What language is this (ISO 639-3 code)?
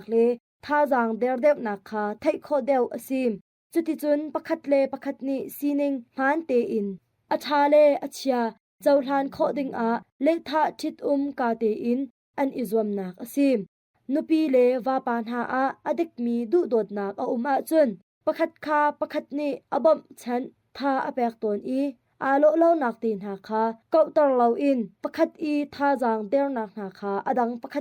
cnh